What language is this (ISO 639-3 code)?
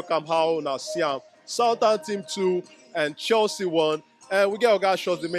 pcm